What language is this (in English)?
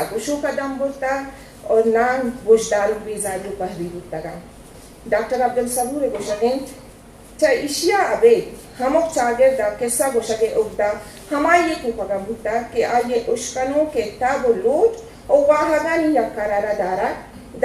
Eastern Balochi